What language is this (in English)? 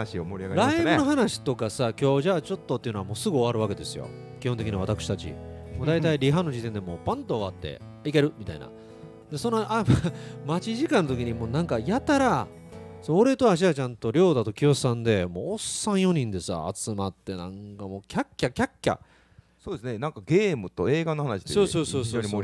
Japanese